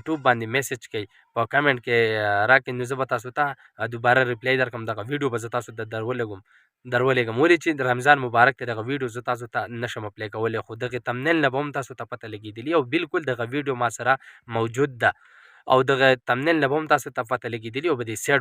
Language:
Pashto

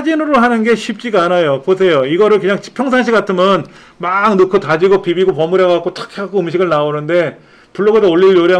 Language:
Korean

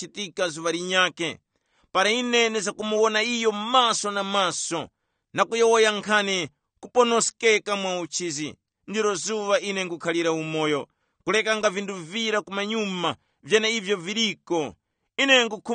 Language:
Tumbuka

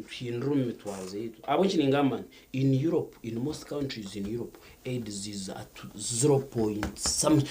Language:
Nyankole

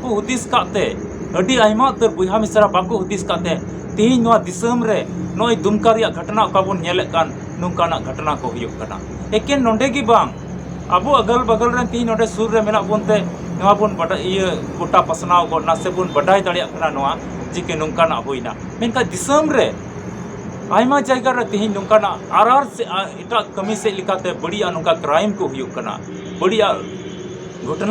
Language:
Santali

